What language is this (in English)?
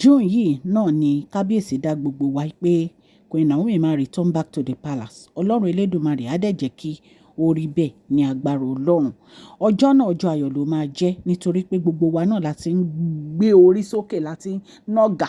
Yoruba